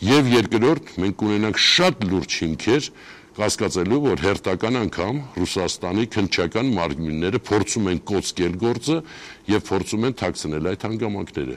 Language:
Armenian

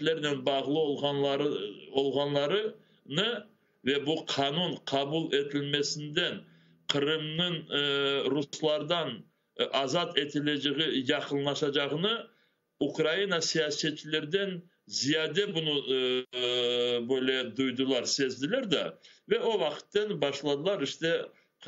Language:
Crimean Tatar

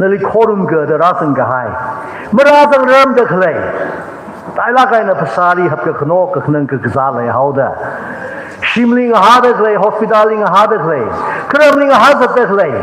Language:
Tangkhul Naga (India)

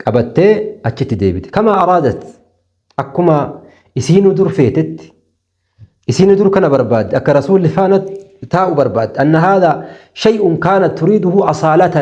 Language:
Oromo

